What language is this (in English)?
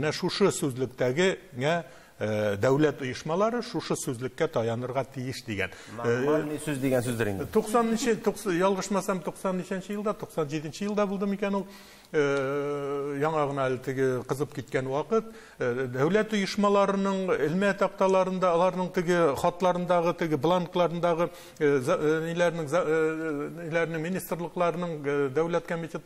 Tatar